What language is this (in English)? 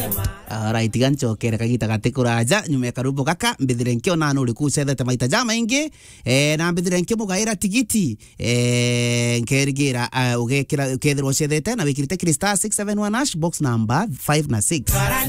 Meru